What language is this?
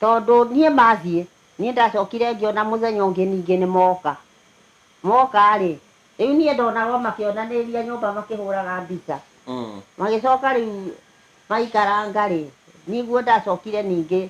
Kikuyu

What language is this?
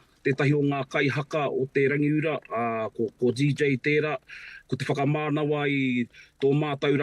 Māori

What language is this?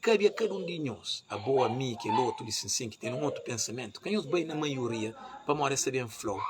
Kabuverdianu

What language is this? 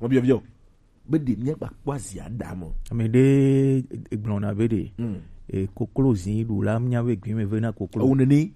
Gen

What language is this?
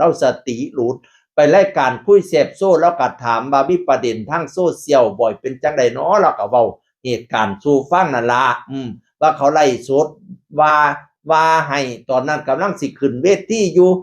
Northeastern Thai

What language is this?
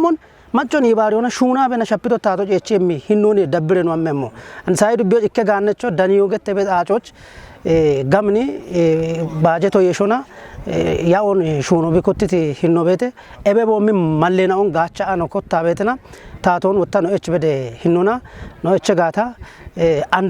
Kafa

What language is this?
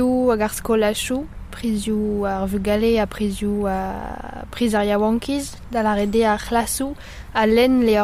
Breton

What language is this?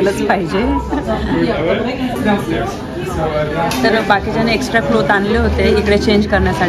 Marathi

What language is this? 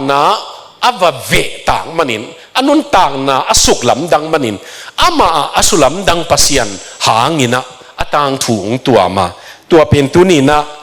Tedim Chin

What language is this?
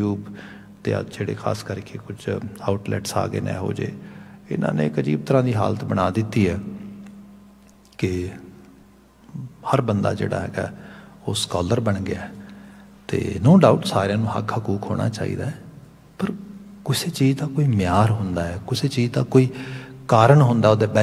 Punjabi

